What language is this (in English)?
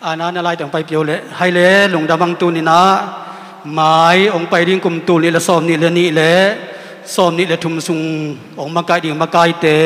Tedim Chin